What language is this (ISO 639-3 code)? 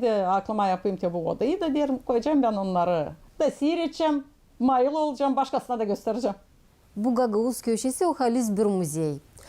gag